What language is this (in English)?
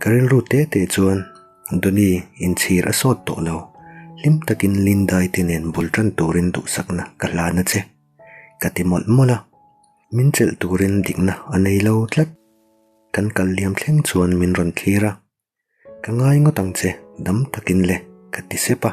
Mizo